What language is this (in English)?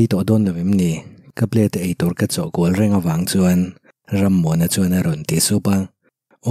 Mizo